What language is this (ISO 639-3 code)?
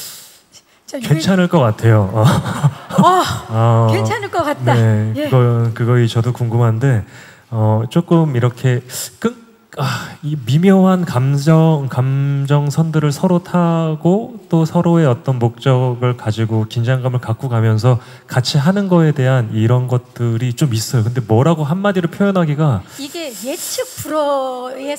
kor